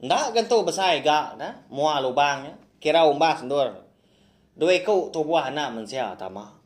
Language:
Iban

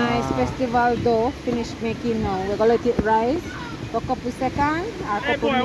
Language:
Jamaican Creole English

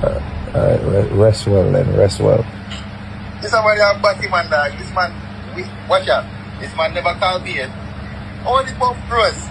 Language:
Jamaican Creole English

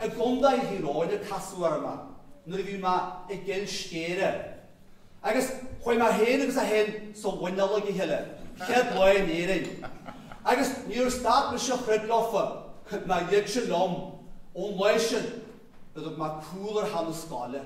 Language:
Irish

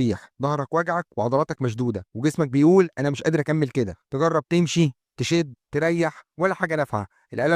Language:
Egyptian Arabic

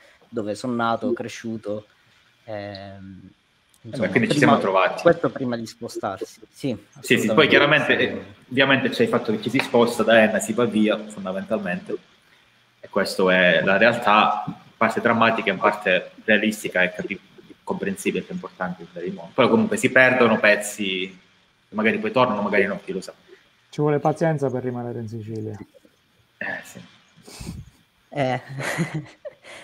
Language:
Italian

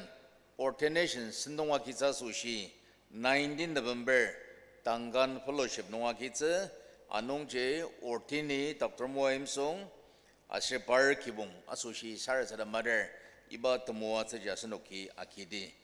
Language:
Ao Naga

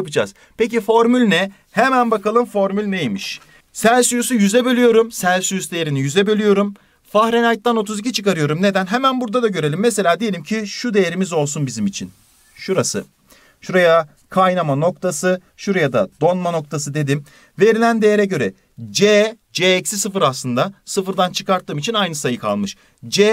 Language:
Turkish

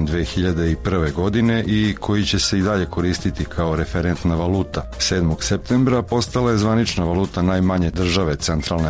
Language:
Serbian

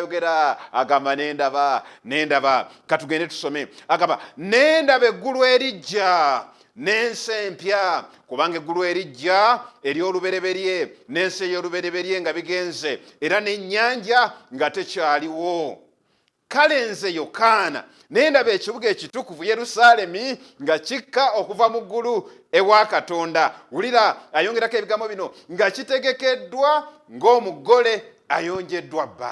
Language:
Ganda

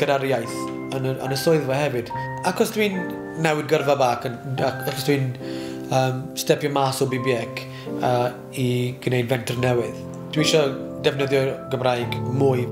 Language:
Welsh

